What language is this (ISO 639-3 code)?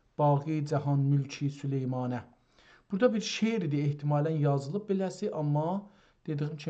azb